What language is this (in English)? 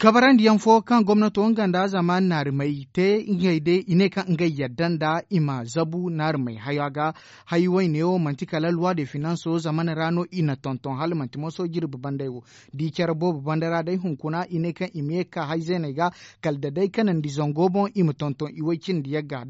Zarma